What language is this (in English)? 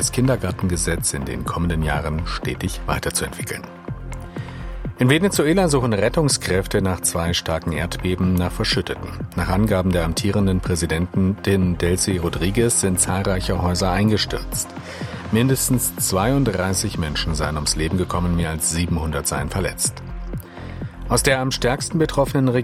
German